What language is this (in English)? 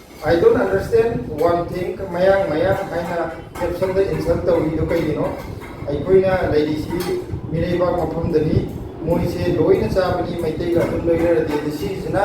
Manipuri